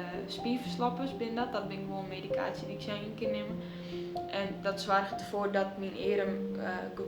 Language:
Western Frisian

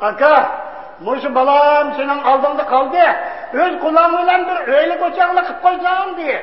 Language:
Uyghur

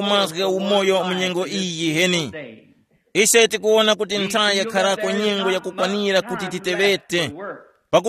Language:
Tumbuka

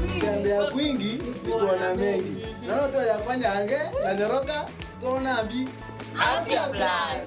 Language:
Meru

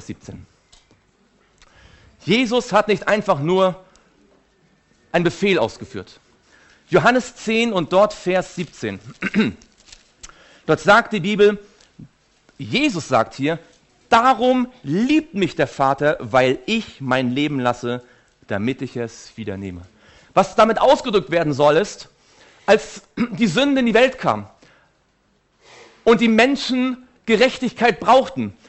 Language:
German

